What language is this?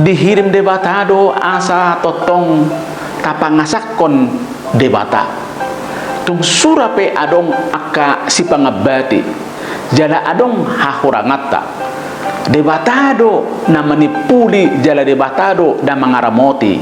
Batak Toba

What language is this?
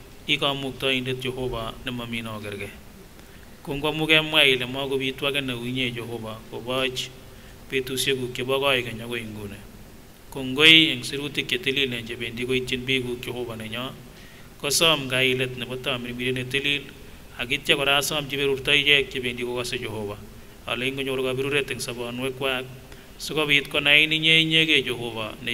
Kipsigis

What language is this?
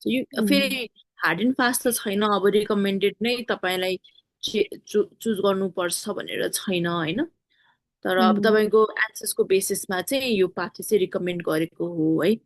Nepali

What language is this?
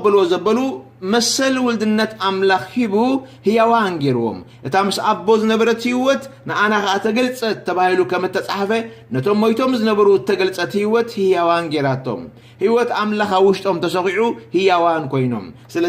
Tigrinya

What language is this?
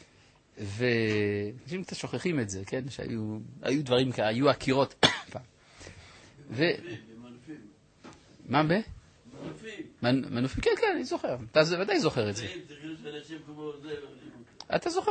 Hebrew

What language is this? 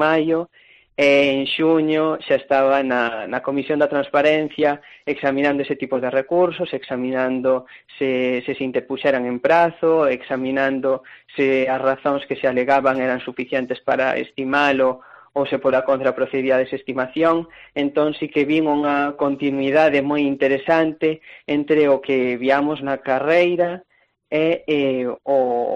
Galician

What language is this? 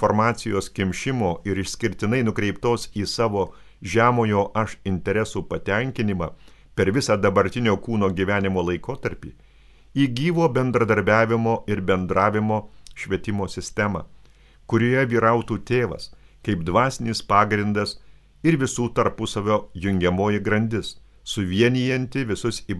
Lithuanian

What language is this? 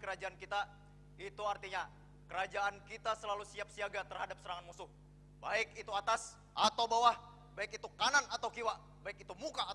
Banjar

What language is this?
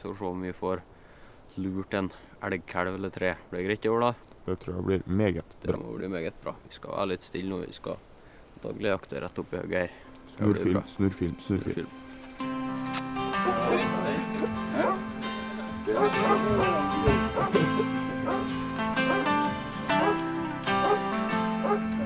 Norwegian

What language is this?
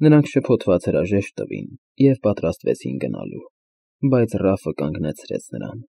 Armenian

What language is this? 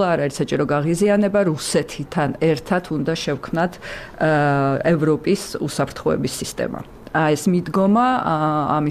Georgian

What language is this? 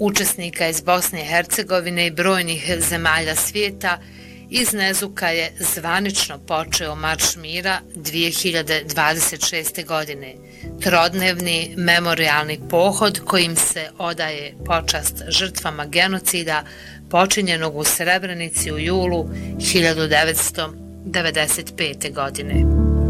Bosnian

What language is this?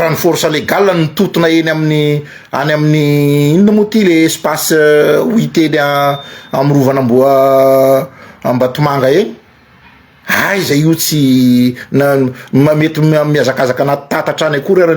Malagasy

